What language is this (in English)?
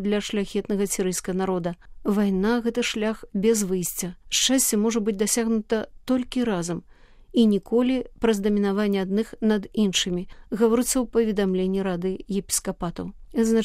Belarusian